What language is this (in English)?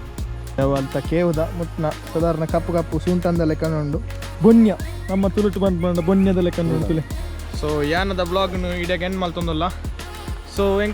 Tulu